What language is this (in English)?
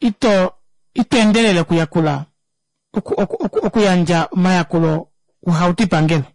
Kuanyama